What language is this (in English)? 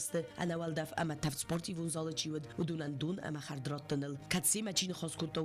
Ossetic